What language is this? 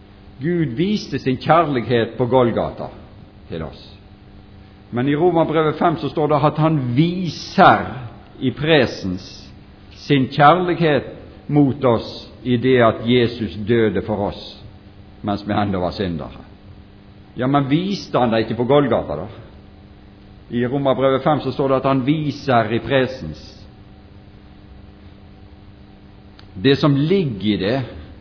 Norwegian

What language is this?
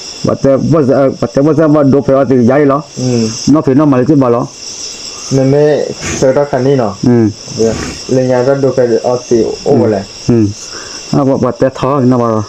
S'gaw Karen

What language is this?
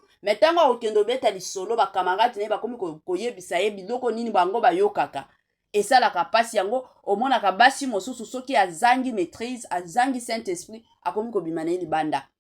Lingala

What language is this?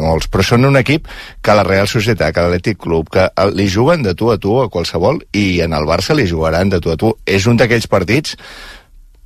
Catalan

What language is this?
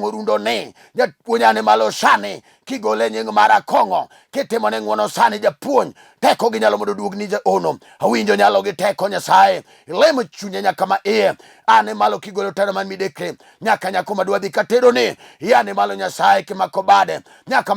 Luo (Kenya and Tanzania)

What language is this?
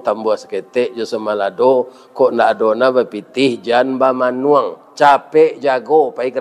Minangkabau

